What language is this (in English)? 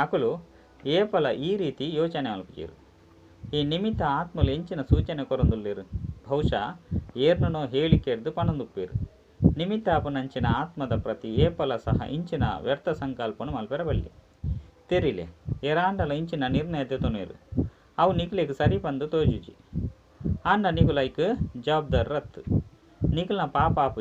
Tulu